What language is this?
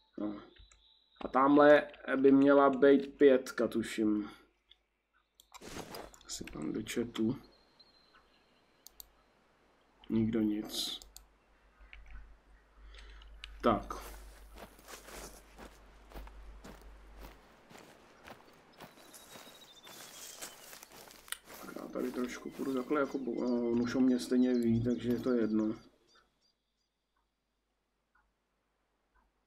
Czech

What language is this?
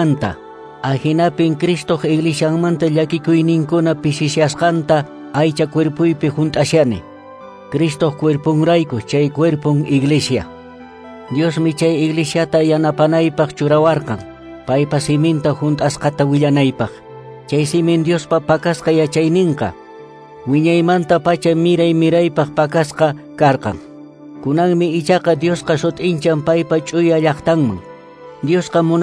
Quechua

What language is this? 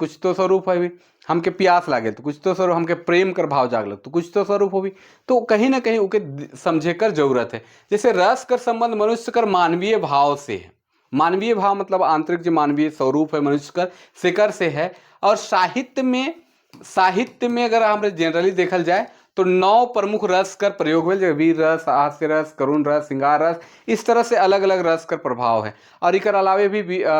Sadri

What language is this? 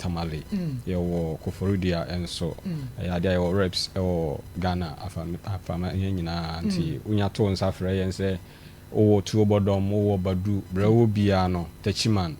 Akan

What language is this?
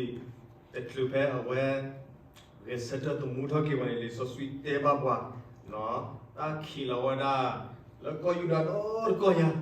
S'gaw Karen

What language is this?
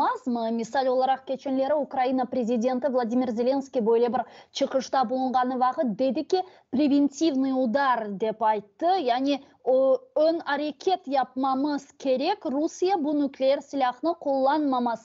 Crimean Tatar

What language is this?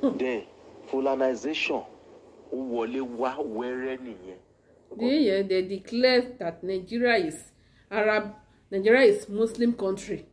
Yoruba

